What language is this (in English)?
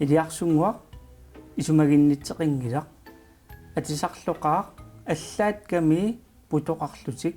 Kalaallisut